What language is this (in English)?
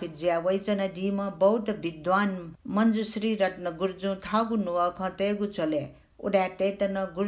Newari